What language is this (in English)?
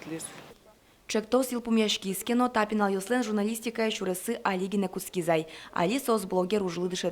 Udmurt